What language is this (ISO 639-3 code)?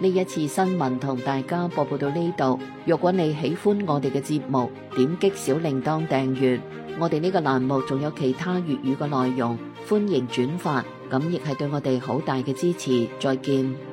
yue